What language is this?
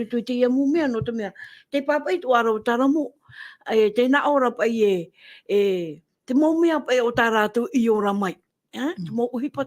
Tahitian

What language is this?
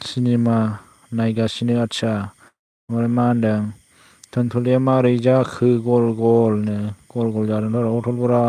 Bodo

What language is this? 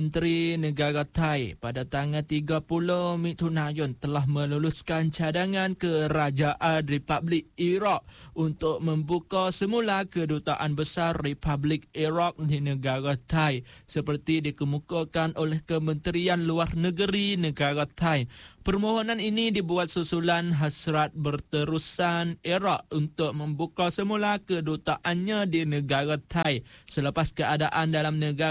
Malay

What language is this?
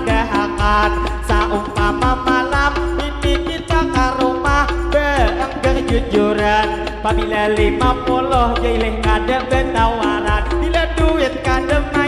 Banjar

